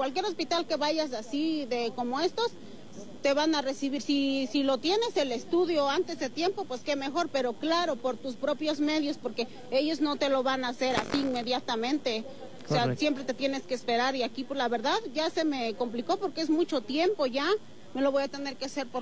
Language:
Spanish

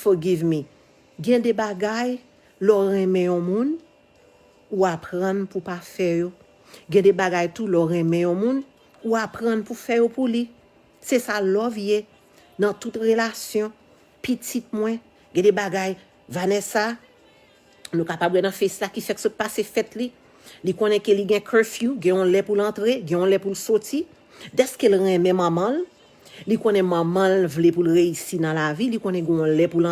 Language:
Haitian Creole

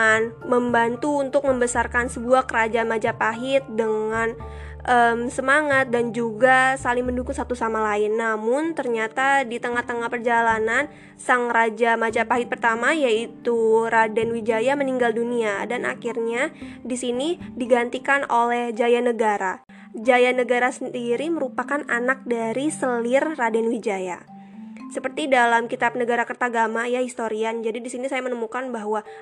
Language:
Indonesian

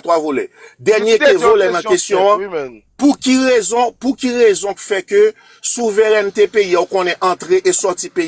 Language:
Haitian Creole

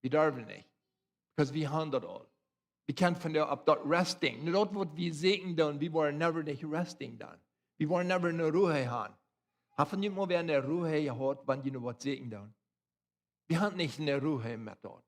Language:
Plautdietsch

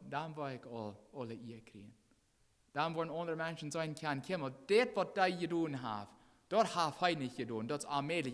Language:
Plautdietsch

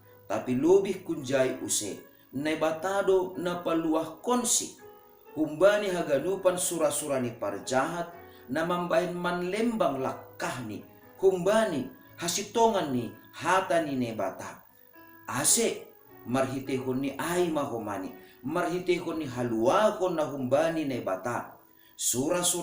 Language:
Batak Simalungun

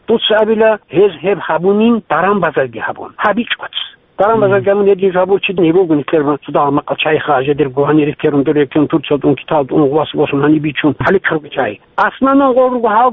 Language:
Avaric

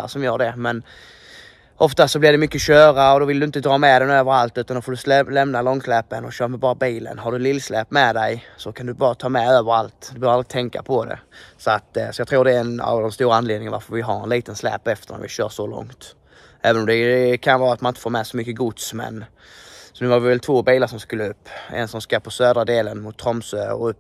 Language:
Swedish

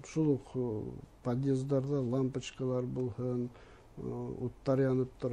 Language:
Bashkir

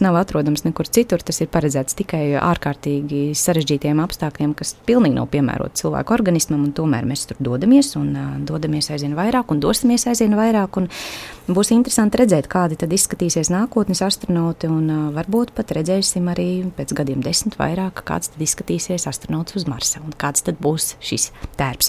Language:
Latvian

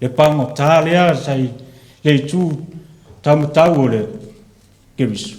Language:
Samoan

